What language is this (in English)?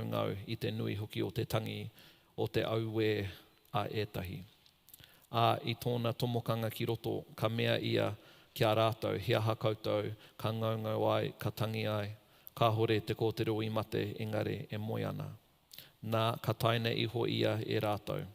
Māori